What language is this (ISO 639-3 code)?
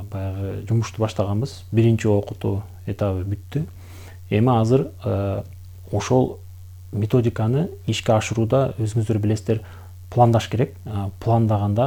kir